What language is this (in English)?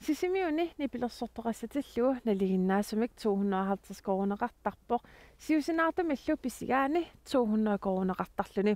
Kalaallisut